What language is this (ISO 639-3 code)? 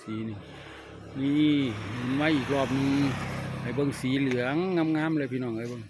lao